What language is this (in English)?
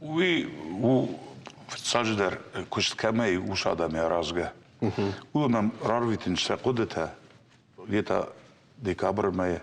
Ossetic